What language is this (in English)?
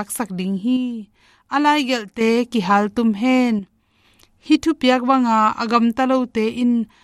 Tedim Chin